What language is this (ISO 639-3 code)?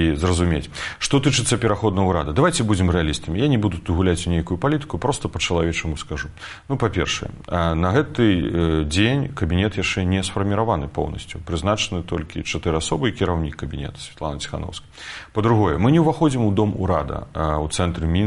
bel